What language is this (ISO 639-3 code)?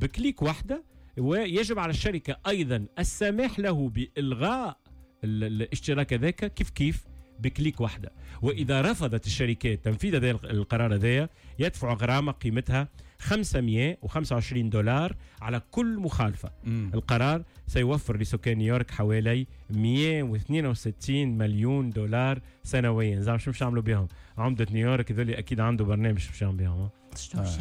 aeb